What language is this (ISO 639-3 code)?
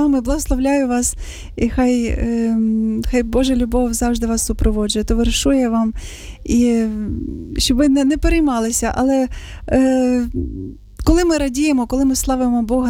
ukr